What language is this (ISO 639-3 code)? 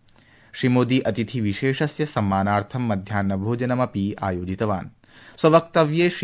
san